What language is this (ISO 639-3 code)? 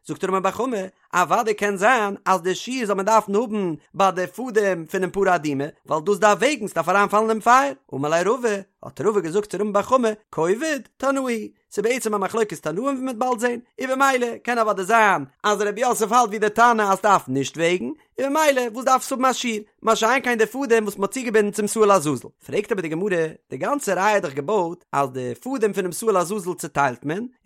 yid